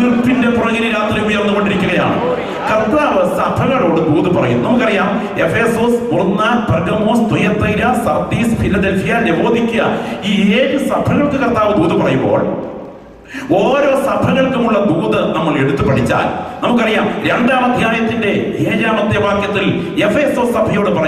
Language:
Malayalam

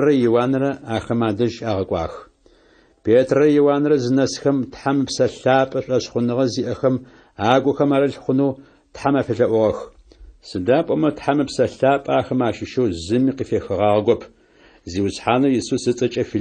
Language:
Adyghe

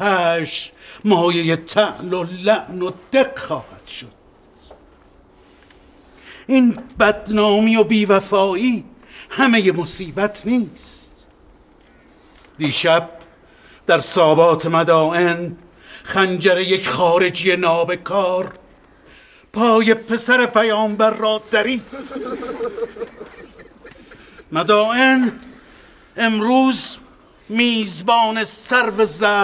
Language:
Persian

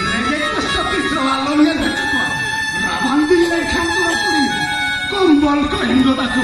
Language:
Santali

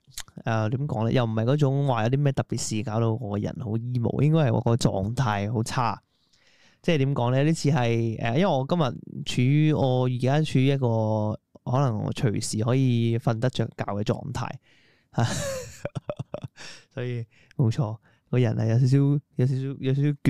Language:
Cantonese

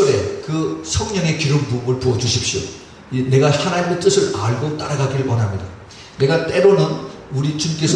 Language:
Korean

